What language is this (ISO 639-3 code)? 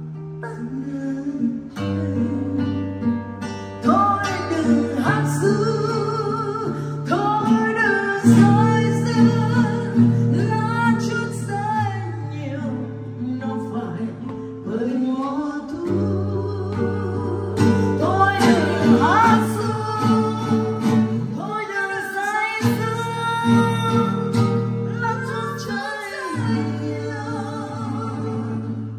vie